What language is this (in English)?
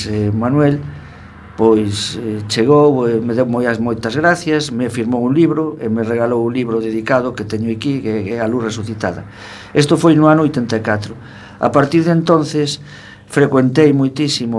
Galician